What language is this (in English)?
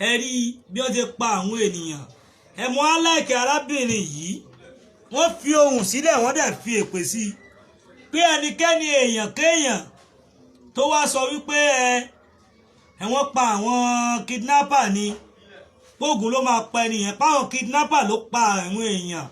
Yoruba